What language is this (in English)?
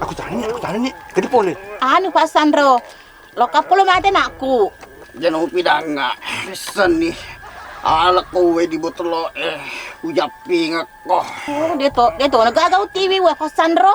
Buginese